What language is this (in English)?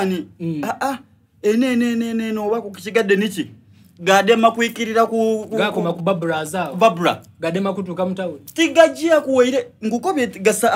Soga